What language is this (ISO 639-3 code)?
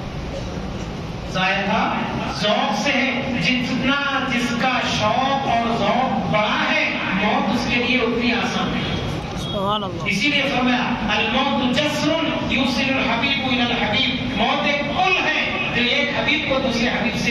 urd